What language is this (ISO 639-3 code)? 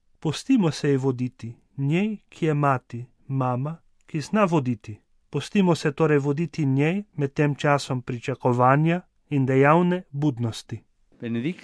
slv